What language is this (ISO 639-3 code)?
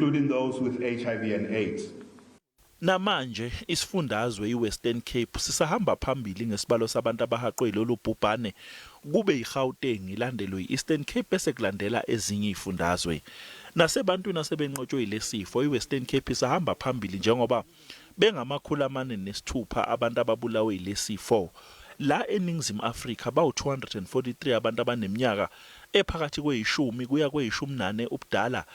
zul